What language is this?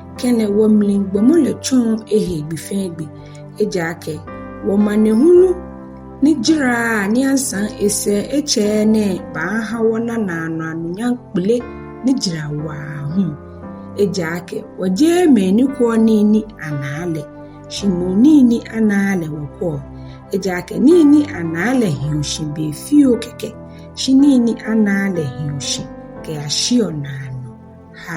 Ga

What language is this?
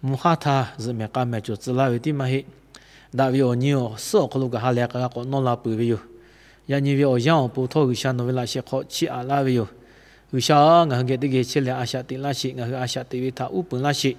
Lahu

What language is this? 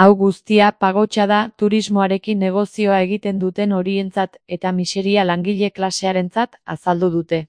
Basque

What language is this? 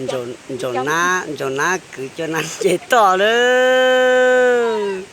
Hmong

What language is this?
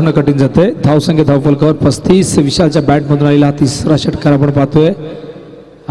Marathi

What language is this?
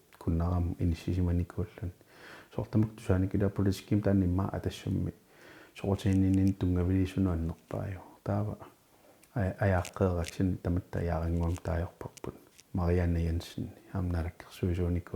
Kalaallisut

